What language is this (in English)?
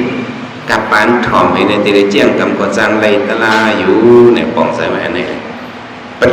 Shan